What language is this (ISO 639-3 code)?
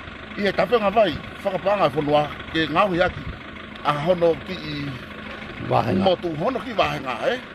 ton